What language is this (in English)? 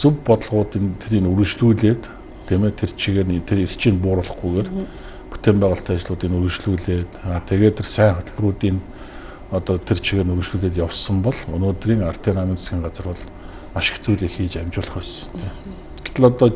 Mongolian